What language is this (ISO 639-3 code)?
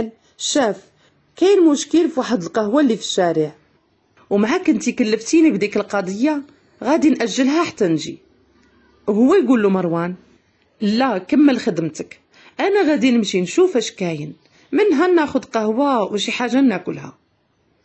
ary